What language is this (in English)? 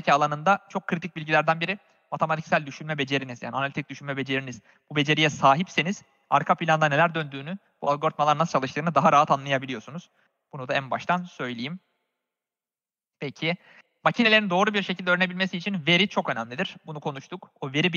Turkish